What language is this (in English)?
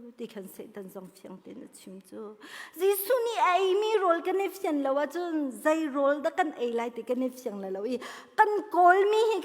Hakha Chin